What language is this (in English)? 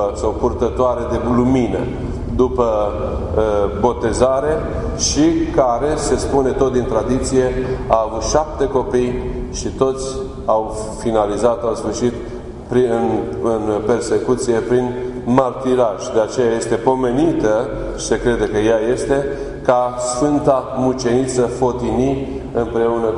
Romanian